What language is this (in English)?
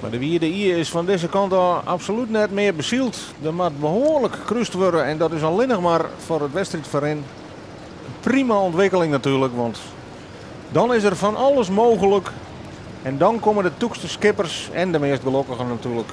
Western Frisian